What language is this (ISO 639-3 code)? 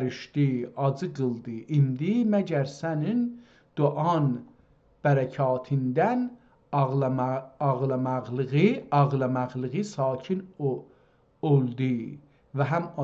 azb